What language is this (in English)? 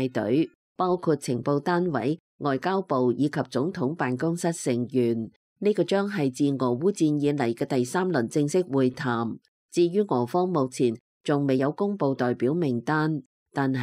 Cantonese